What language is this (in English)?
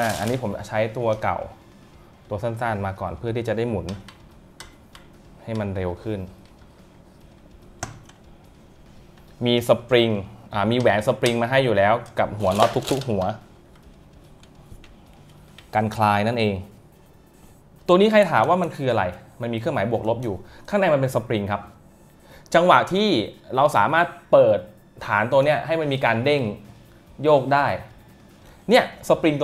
Thai